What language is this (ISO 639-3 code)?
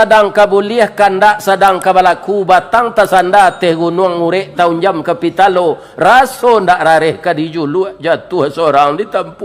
min